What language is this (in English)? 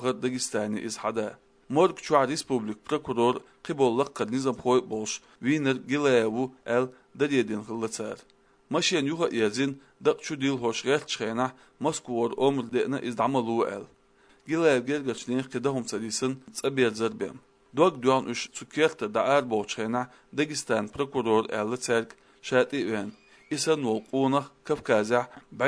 Chechen